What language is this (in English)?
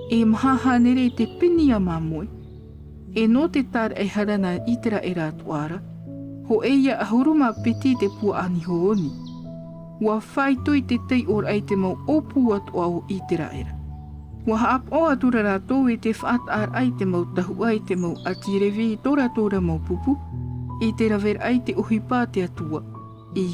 Tahitian